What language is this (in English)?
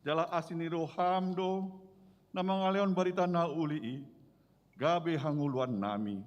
Batak Toba